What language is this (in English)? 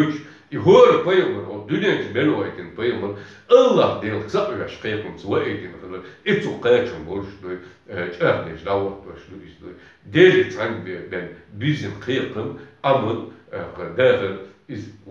Chechen